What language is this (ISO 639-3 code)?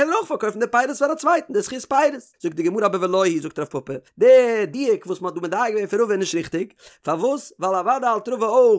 yid